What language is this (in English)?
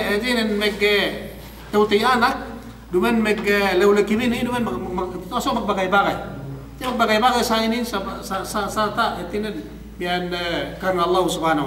Yakan